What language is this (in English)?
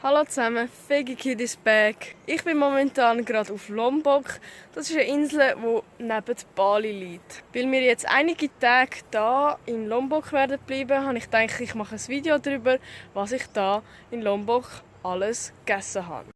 Swiss German